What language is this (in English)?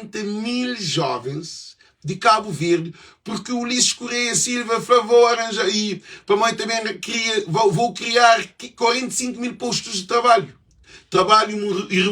Kabuverdianu